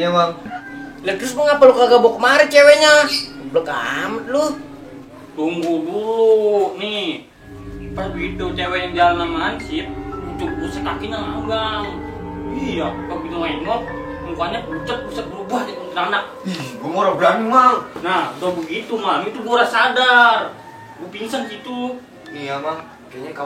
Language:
Betawi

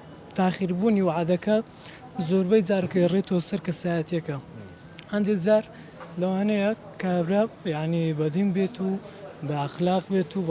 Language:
Central Kurdish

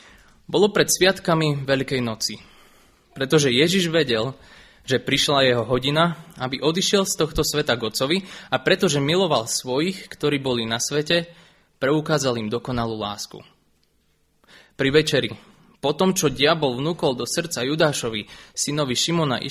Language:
Slovak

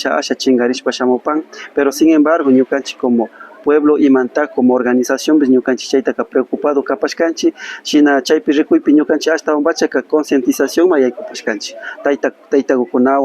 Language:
Imbabura Highland Quichua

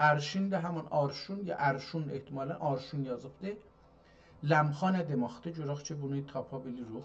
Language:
South Azerbaijani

